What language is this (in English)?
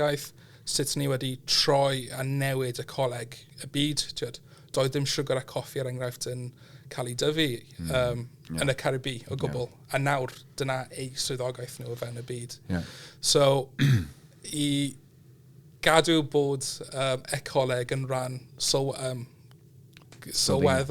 Welsh